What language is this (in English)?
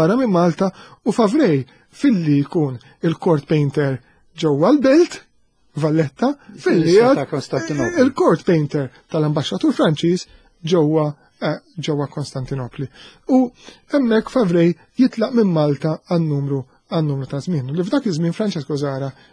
Maltese